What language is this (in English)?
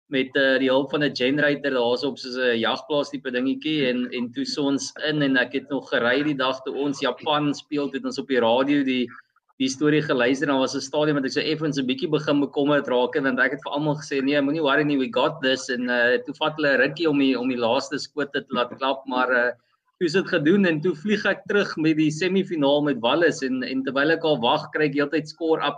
Afrikaans